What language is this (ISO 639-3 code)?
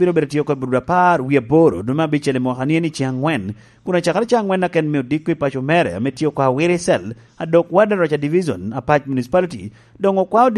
laj